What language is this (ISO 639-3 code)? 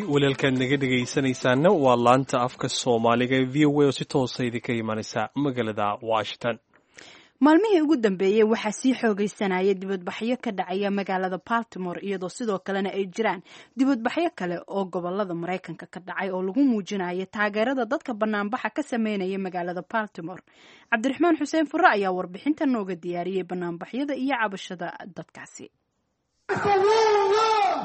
som